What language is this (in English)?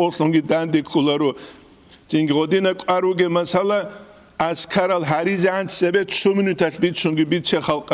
Avaric